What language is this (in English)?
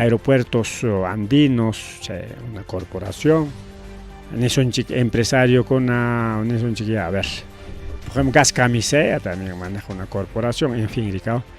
Ayacucho Quechua